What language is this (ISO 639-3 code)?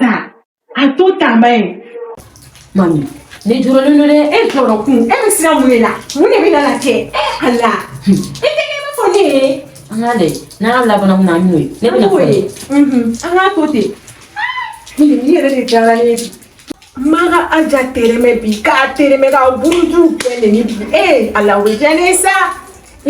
bam